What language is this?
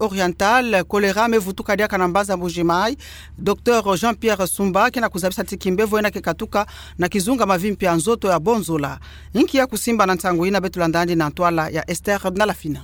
Kituba (Democratic Republic of Congo)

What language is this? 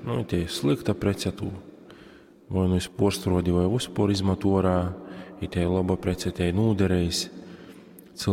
Latgalian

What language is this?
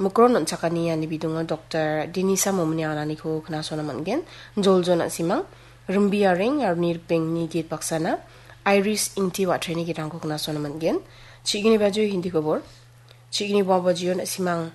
Garo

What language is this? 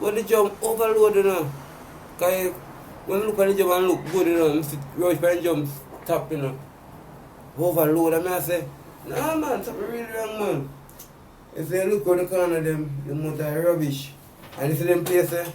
Jamaican Creole English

